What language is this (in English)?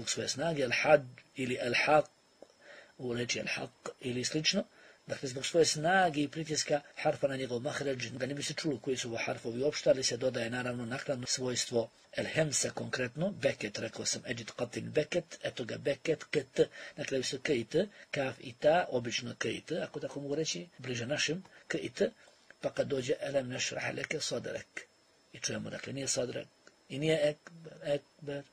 Bosnian